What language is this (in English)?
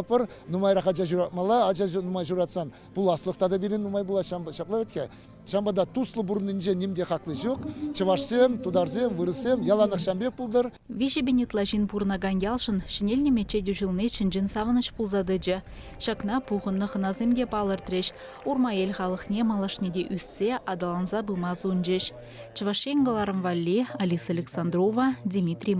Chuvash